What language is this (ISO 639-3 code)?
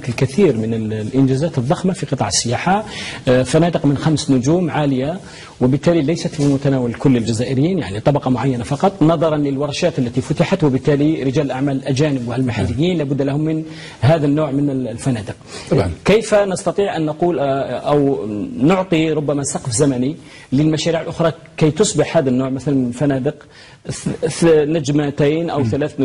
ara